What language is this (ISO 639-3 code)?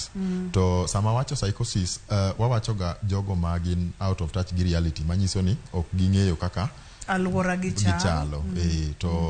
luo